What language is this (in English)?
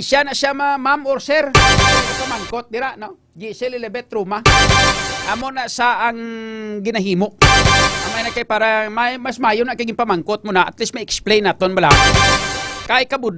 Hiligaynon